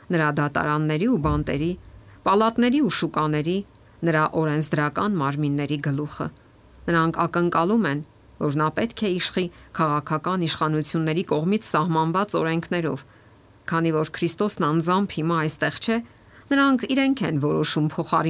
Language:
Armenian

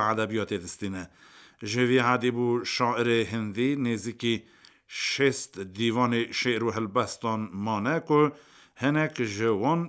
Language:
Kurdish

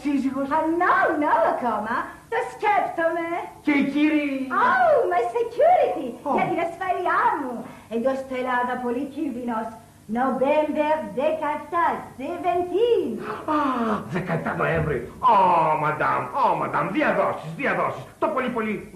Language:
Greek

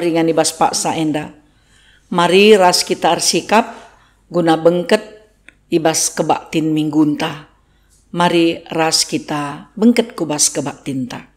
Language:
Batak Karo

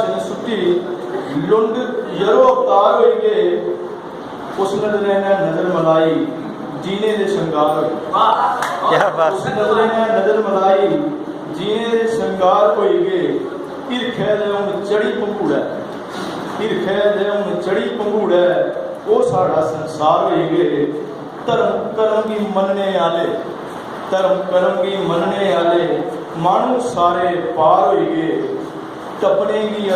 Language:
Dogri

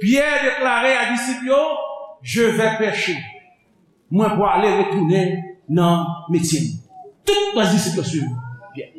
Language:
Haitian Creole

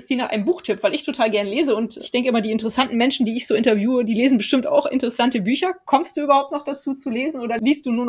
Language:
German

